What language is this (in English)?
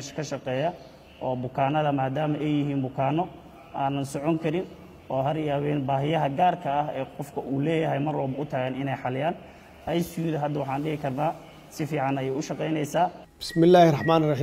Somali